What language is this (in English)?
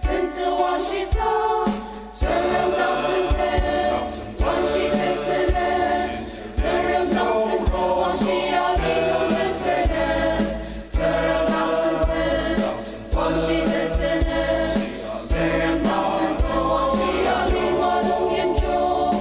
Ao Naga